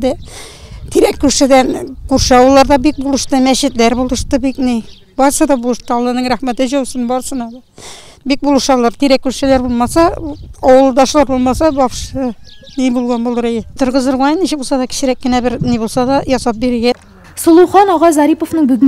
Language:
Tatar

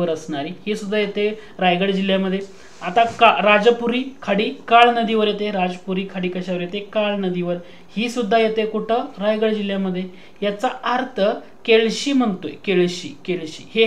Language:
Marathi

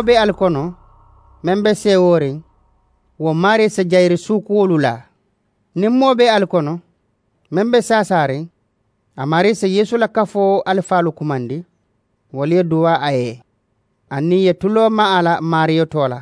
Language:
Mandingo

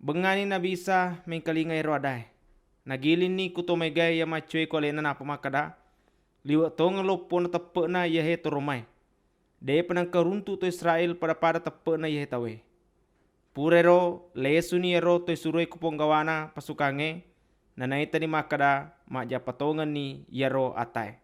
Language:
Buginese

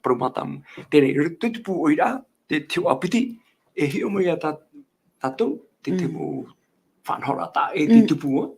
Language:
Tahitian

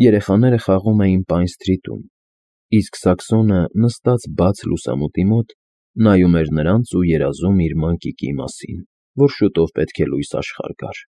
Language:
Armenian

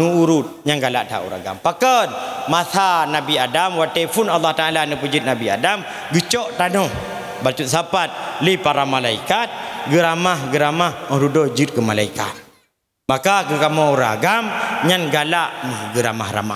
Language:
Achinese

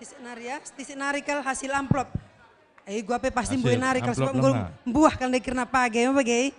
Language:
Batak Karo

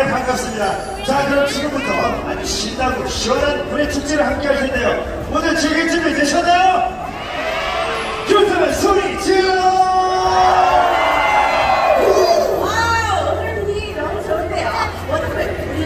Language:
Korean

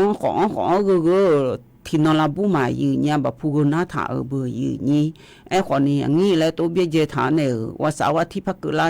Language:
Akha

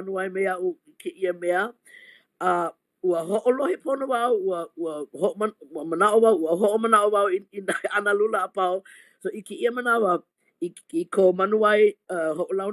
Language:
Hawaiian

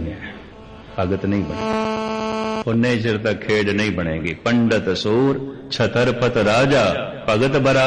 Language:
Punjabi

